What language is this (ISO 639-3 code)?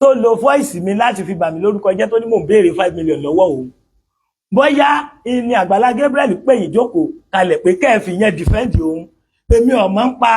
yor